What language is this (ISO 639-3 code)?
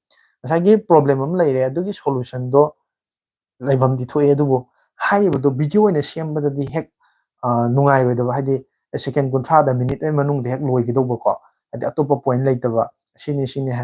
mni